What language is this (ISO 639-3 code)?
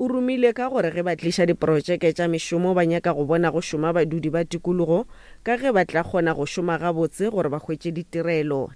nso